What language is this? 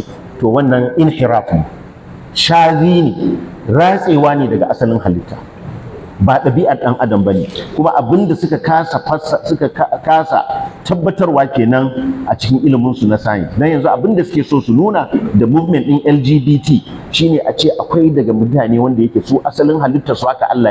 Hausa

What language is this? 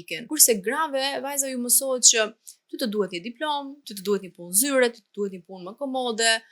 Albanian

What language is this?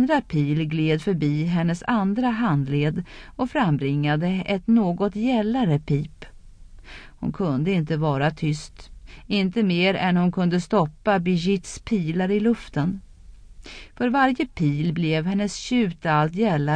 Swedish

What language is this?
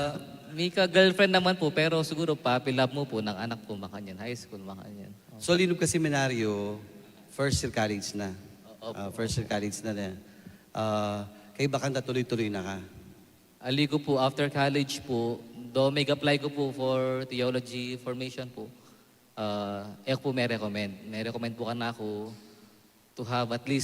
Pampanga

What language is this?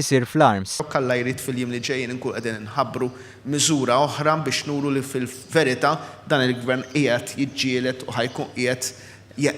Maltese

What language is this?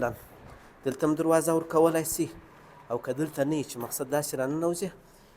Pashto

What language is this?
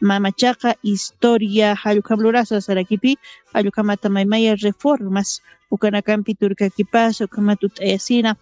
Aymara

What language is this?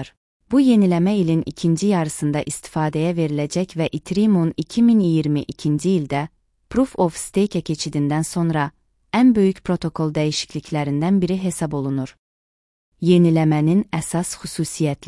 Azerbaijani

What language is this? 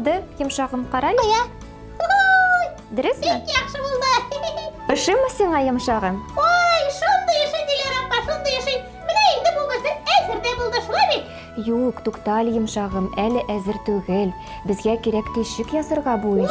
Tatar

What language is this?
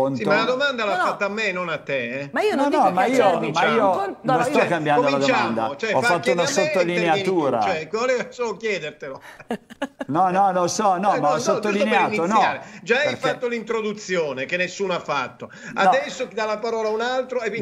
Italian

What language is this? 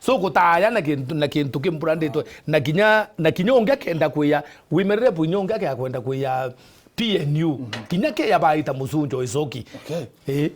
Meru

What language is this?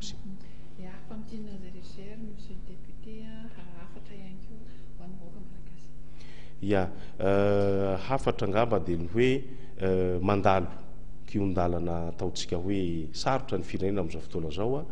Malagasy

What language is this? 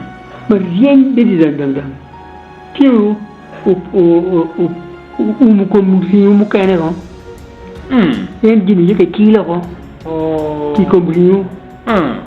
Acoli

